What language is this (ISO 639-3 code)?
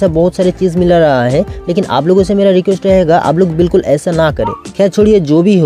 hin